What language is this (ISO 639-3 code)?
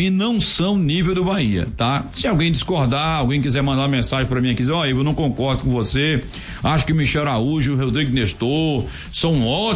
por